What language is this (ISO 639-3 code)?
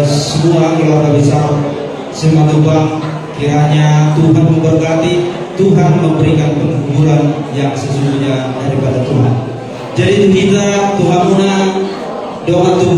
bbc